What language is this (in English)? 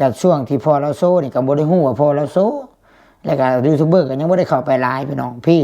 Lao